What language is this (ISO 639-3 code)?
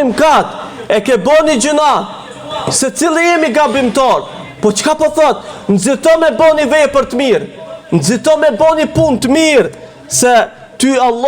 sqi